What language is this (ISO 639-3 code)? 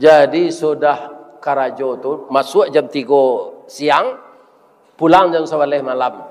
min